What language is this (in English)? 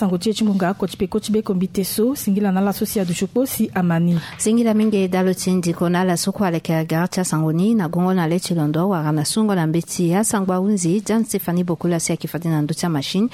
Sango